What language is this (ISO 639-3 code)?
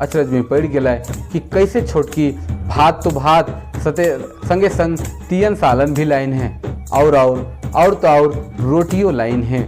sck